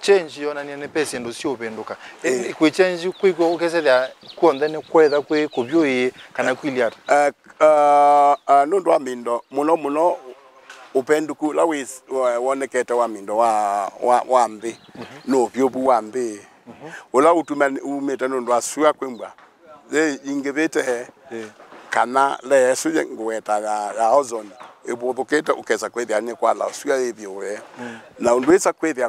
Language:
Kamba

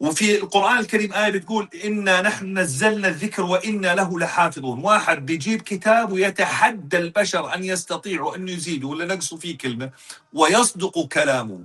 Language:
North Levantine Arabic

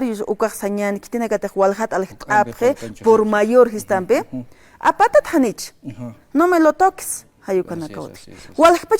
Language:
Aymara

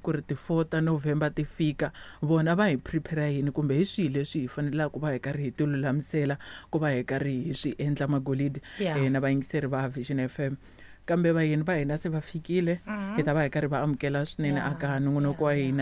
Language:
Tsonga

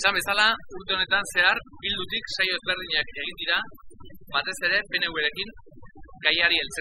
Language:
Basque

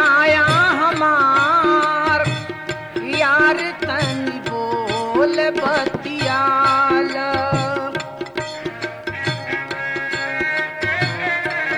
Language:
Bhojpuri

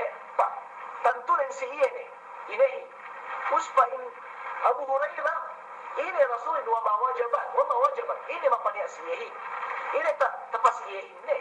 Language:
Yakan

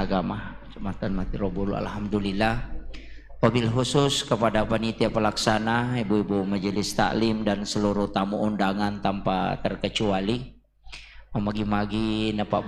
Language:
Buginese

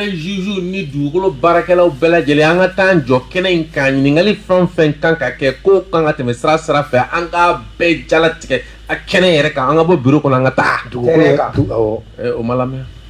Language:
Bambara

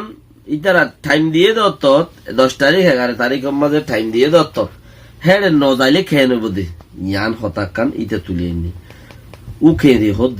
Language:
Rohingya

